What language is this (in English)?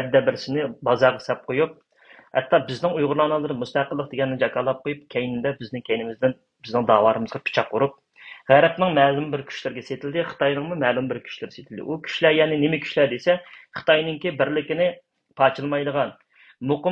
Uyghur